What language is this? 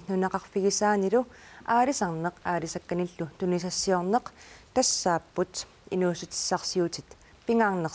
Kalaallisut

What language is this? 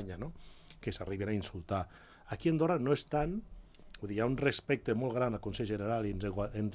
Catalan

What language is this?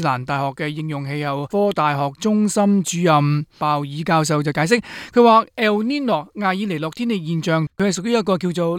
Cantonese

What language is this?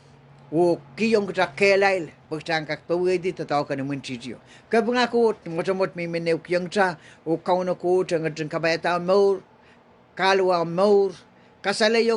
Pohnpeian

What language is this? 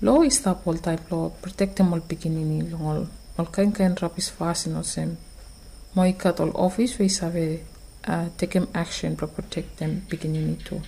Bislama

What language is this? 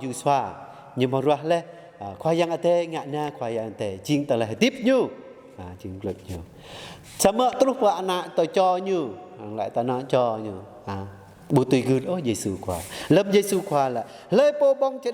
Jarai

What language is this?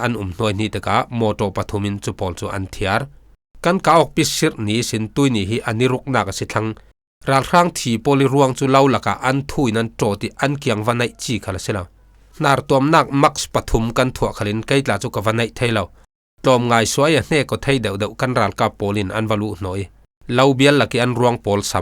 Falam Chin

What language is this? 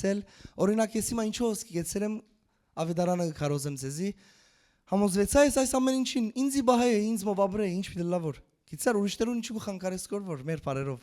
Western Armenian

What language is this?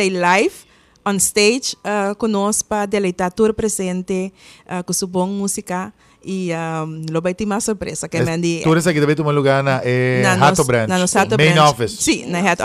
Papiamento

